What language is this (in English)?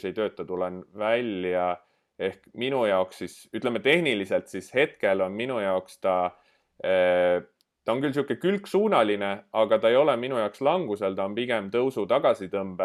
Estonian